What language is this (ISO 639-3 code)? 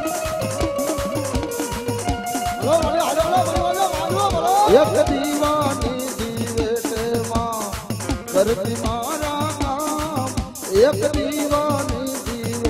guj